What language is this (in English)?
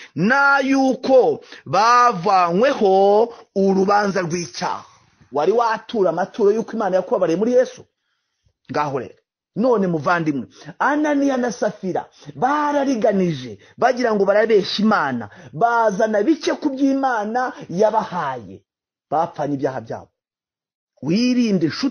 Kinyarwanda